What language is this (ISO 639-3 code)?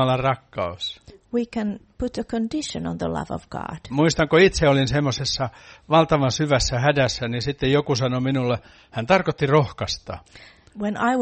fin